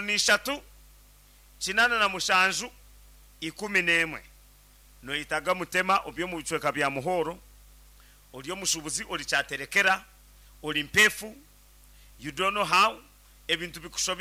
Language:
Nyankole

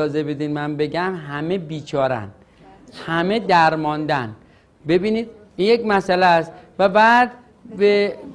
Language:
Persian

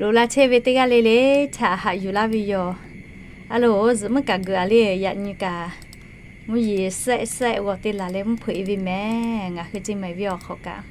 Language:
Lahu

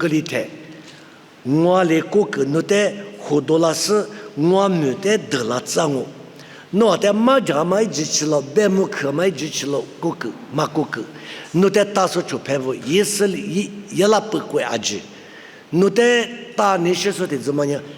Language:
Lisu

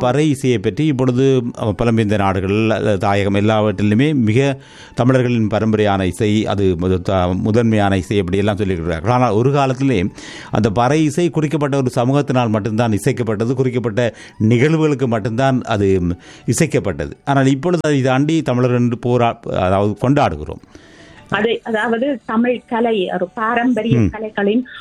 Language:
Tamil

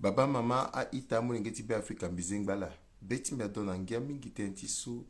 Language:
Sango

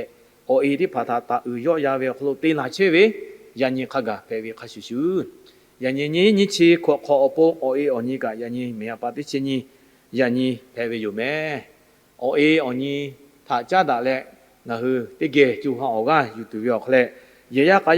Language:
Lahu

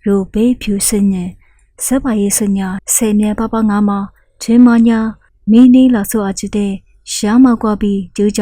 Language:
Lisu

